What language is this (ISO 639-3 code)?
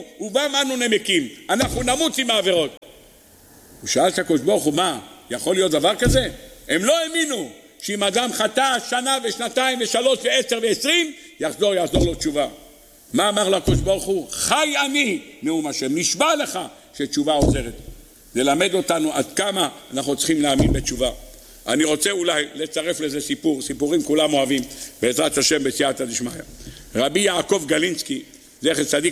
heb